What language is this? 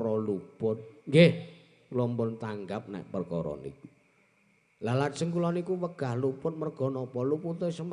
Javanese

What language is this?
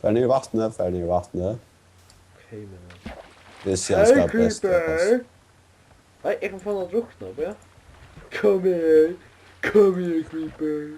Faroese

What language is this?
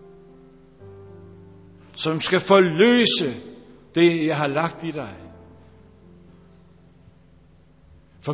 Danish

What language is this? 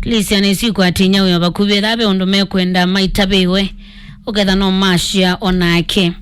Kamba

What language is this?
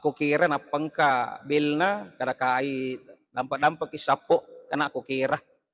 Buginese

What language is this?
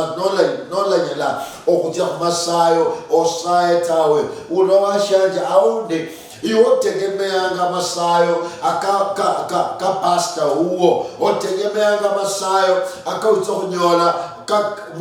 Luyia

